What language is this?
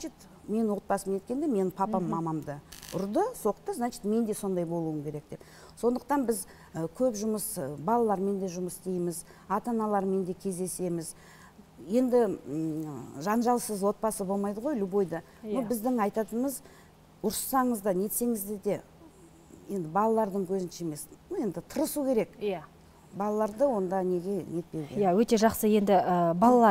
Kazakh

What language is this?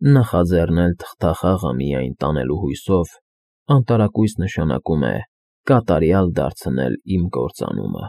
Armenian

